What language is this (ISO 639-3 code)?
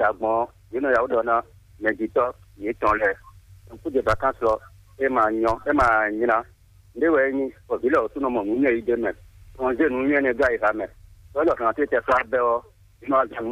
fon